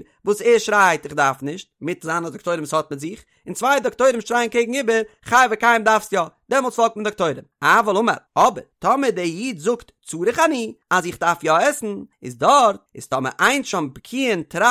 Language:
Yiddish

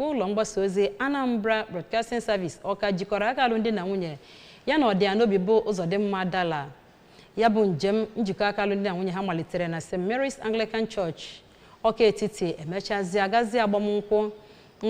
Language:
Igbo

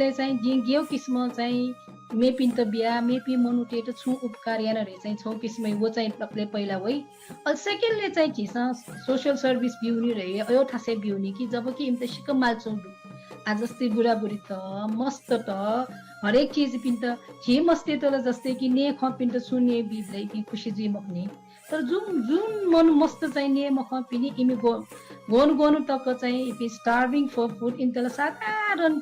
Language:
Newari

